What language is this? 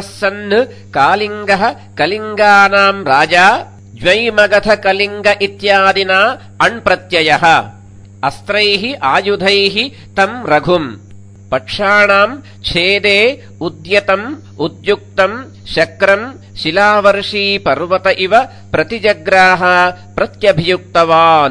Sanskrit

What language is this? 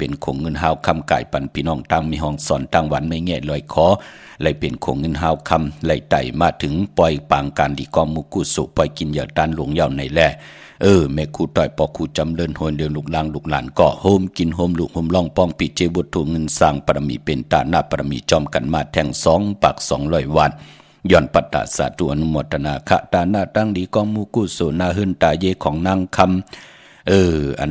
Shan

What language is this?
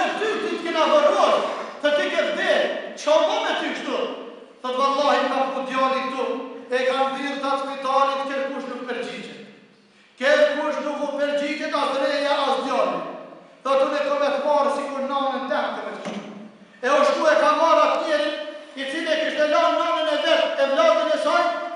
Albanian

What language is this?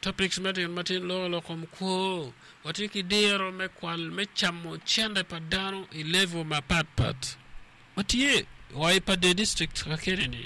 Acoli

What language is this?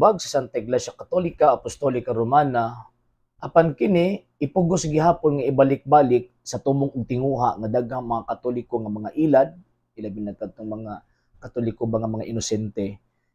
Cebuano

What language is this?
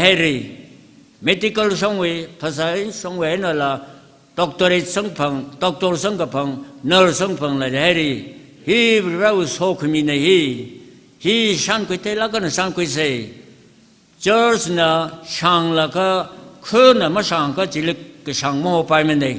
Tangkhul Naga (India)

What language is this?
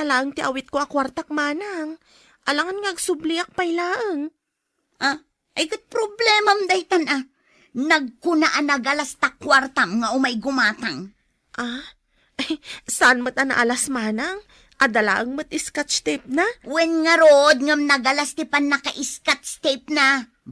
Iloko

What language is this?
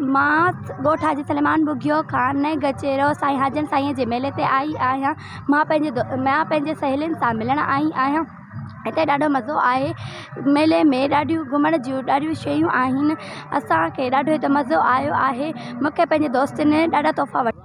Sindhi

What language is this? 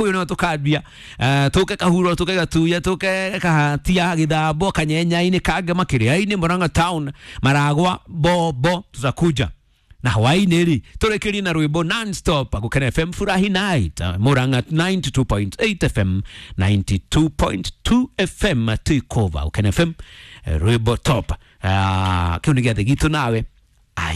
Kikuyu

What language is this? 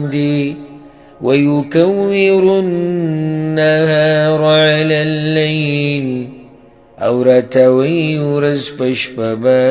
Pashto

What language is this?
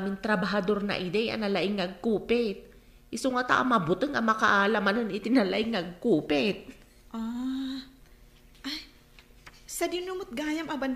Iloko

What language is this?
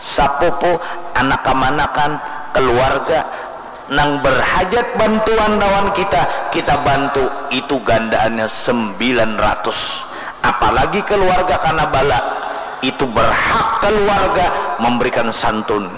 Banjar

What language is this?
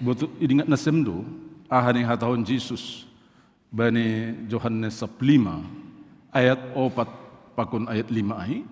Batak Simalungun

